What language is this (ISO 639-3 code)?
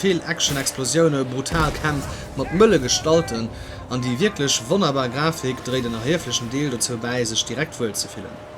ltz